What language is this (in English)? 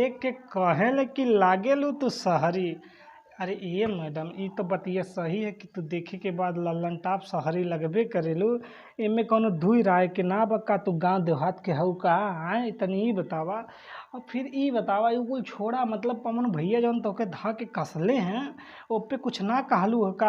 Bhojpuri